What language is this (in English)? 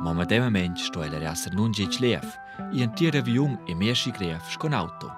Romansh